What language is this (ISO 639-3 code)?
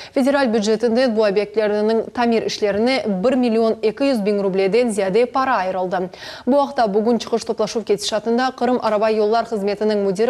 crh